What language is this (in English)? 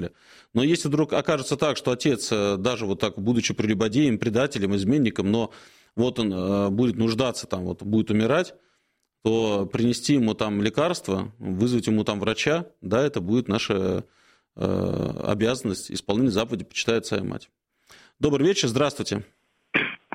Russian